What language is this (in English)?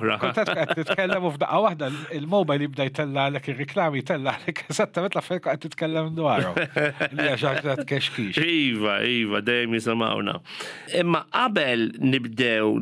Maltese